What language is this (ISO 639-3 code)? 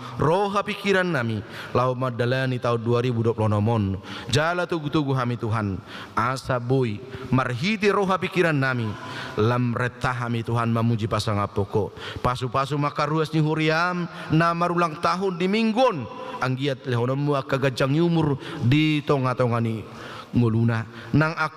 bbc